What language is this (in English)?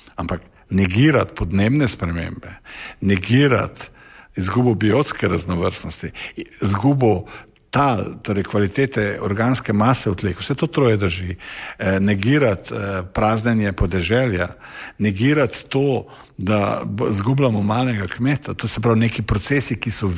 Slovenian